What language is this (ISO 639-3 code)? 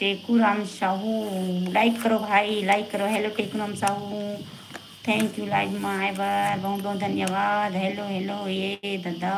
hne